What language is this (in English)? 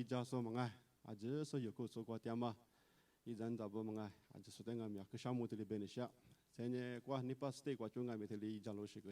Lisu